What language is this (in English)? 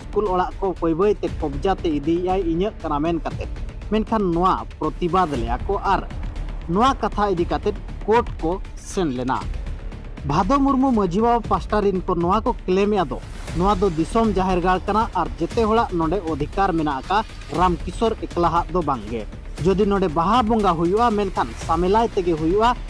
Santali